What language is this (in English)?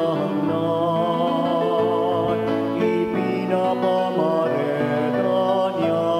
Bikol